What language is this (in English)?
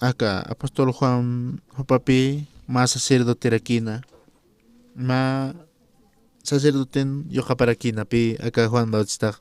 Aymara